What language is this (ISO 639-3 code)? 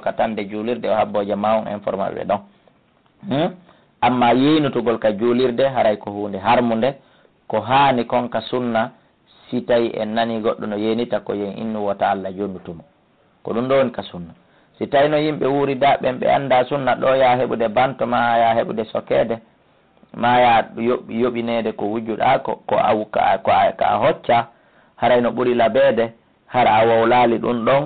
ful